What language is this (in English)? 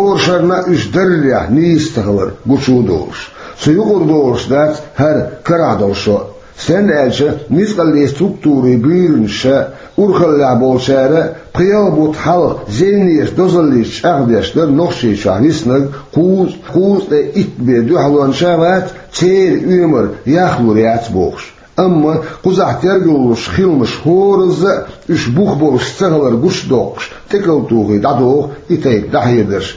Chechen